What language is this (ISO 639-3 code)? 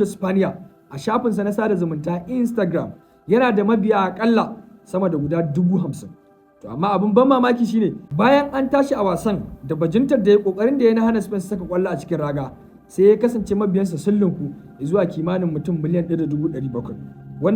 hau